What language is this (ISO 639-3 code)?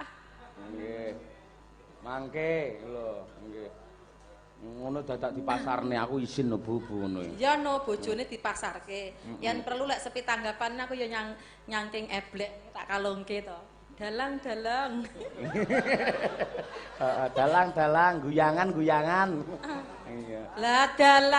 jav